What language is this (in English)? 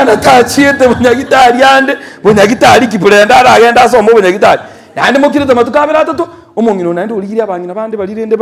Gusii